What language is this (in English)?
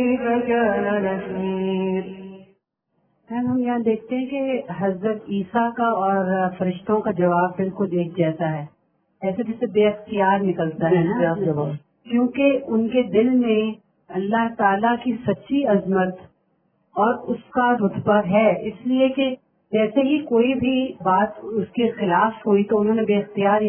Urdu